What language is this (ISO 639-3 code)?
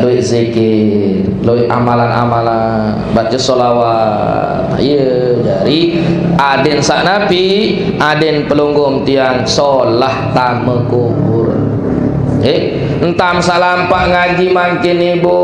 sas